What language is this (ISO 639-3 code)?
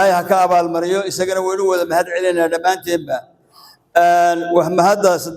som